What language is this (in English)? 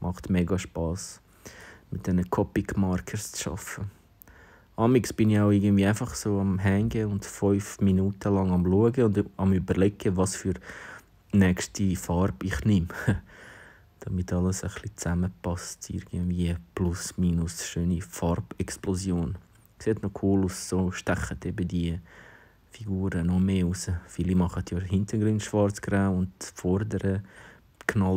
Swiss German